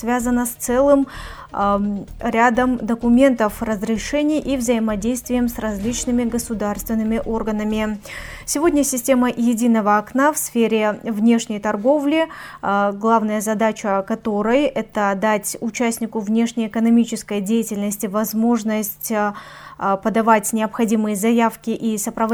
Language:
Russian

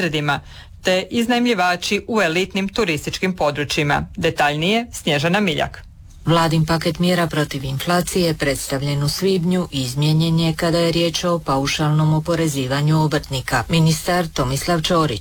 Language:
Croatian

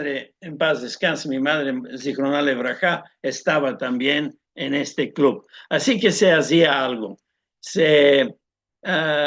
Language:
Ladino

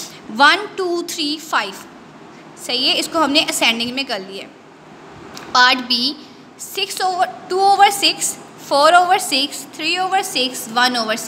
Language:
Hindi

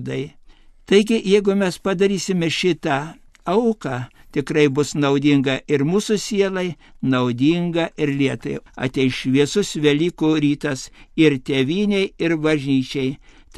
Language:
Lithuanian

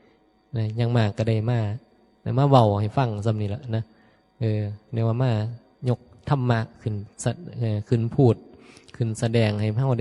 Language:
Northeastern Thai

